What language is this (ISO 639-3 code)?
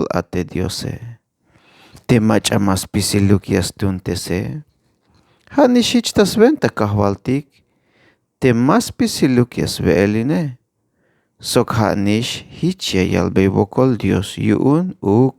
tzh